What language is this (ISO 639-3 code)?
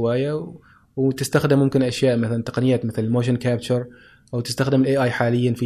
afb